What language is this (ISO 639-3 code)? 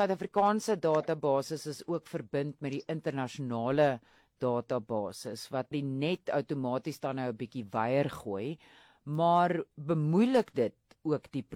afr